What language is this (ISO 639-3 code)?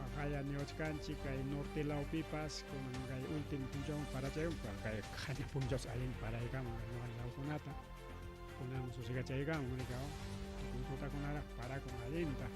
quy